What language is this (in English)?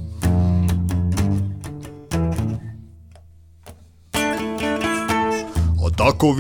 Czech